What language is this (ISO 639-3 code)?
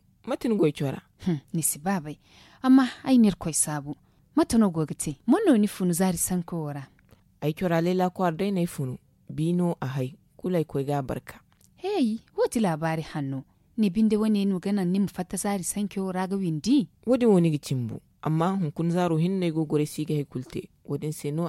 dje